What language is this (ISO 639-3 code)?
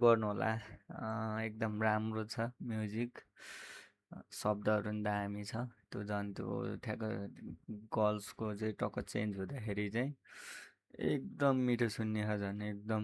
nep